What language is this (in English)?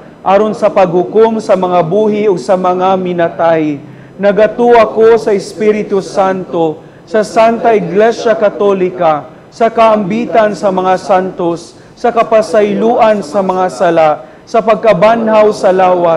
Cebuano